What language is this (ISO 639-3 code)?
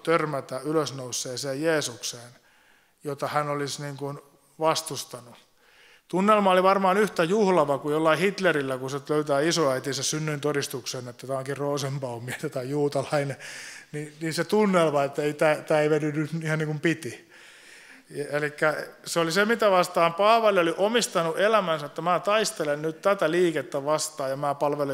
fin